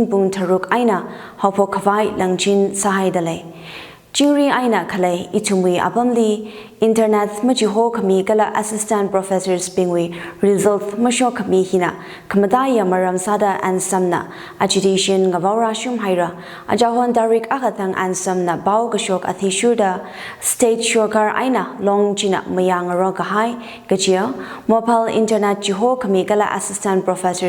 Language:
Tangkhul Naga (India)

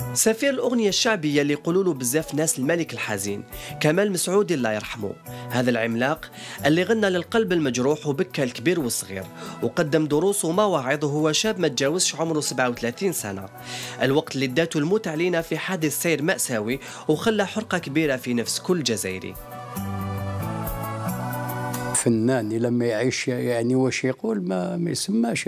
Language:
Algerian Arabic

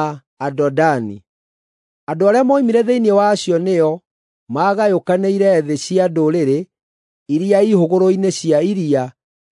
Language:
Kikuyu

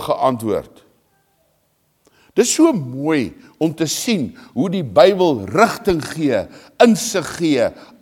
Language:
Afrikaans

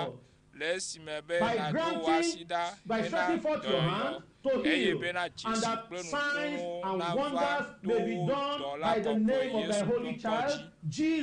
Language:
Ewe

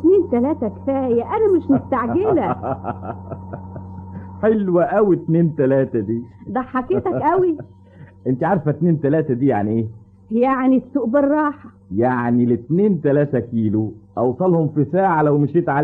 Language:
Egyptian Arabic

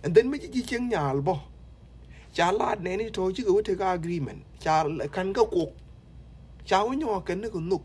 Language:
Nuer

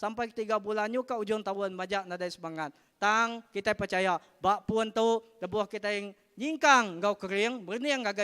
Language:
Iban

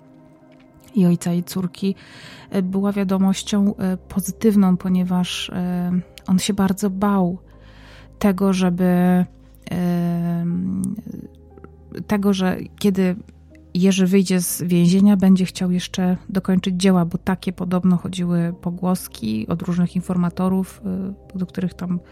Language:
Polish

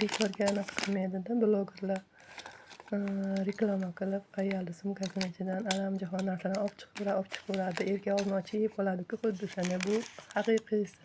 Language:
Uzbek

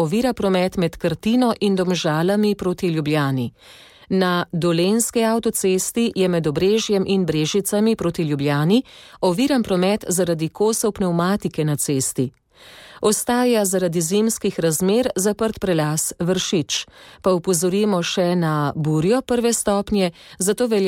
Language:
Slovenian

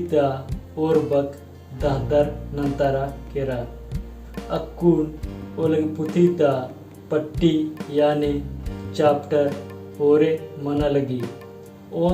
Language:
Kurukh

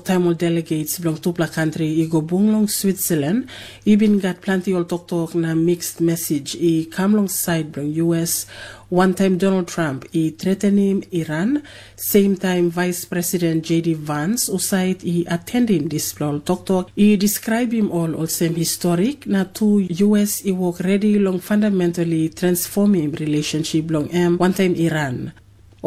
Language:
Tok Pisin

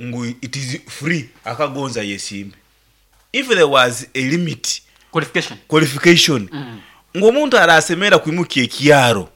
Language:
Nyankole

